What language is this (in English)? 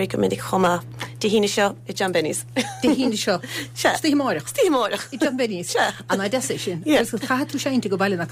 Irish